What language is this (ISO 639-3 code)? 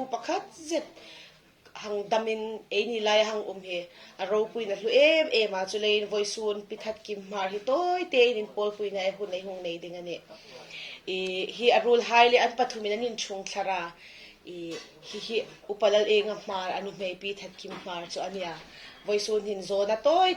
hmr